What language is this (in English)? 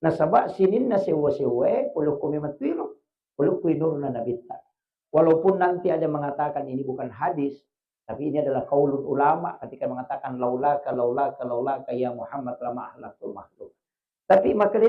Buginese